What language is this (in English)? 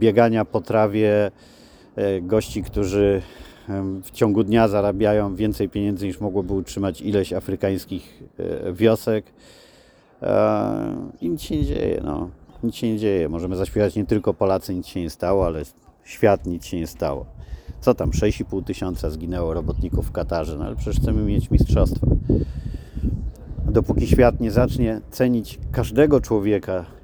Polish